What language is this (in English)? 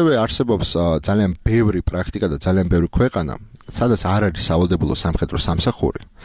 Georgian